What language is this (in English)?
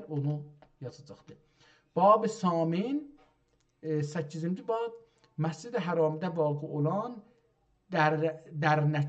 South Azerbaijani